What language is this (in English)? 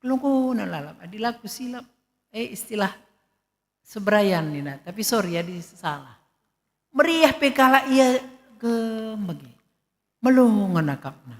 Batak Karo